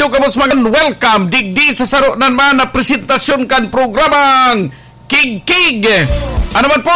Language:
Bikol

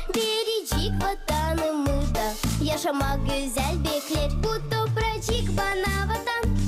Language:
Gagauz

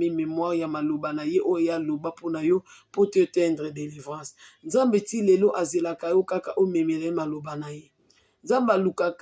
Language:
Lingala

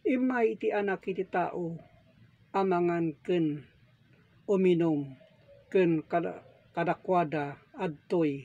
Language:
Iloko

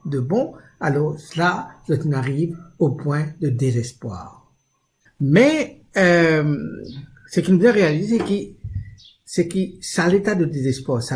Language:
Morisyen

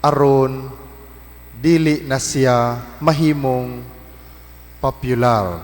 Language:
Cebuano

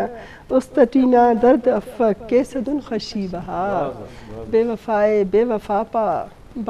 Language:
Eastern Balochi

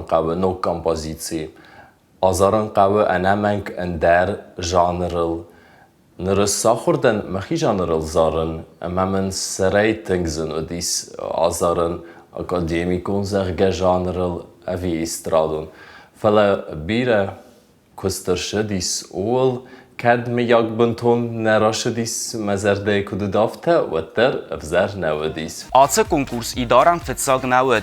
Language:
Ossetic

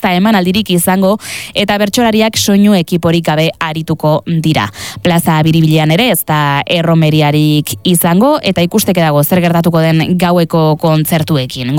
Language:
Basque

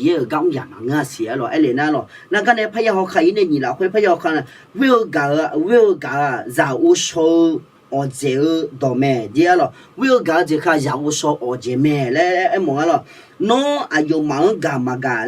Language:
Akha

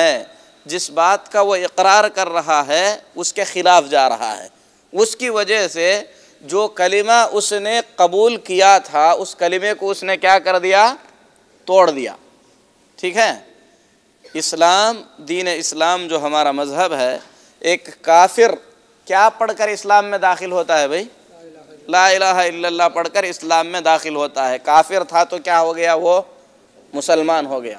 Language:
Urdu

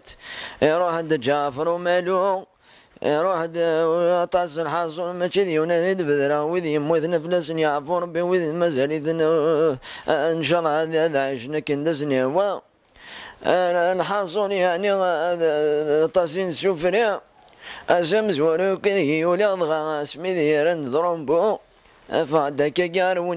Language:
Kabyle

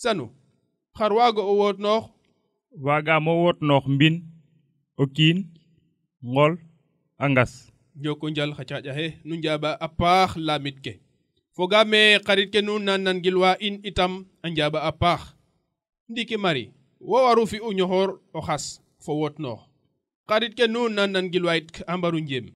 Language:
Serer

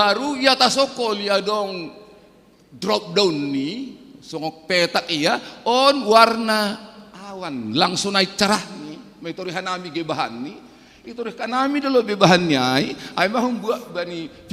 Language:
Batak Simalungun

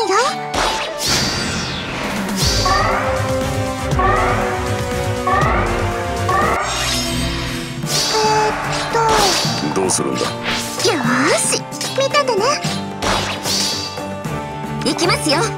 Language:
Japanese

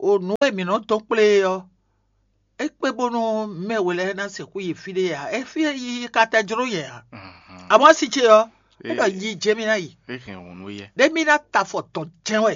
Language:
Fon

